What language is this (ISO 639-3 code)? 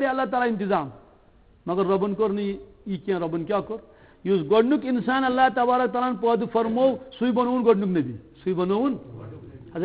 kas